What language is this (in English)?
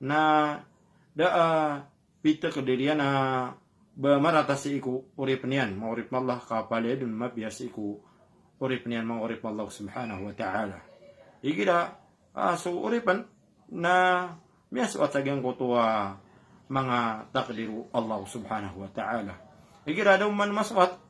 Maranao